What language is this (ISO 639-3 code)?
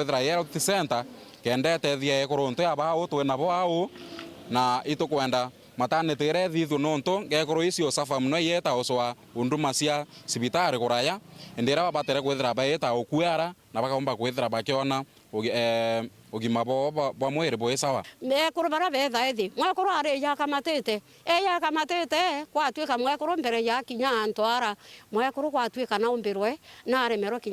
mer